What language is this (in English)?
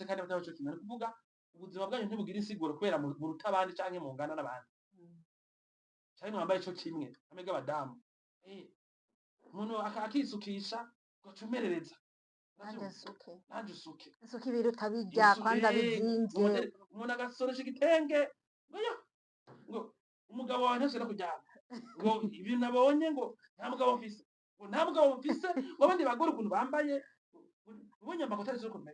Rundi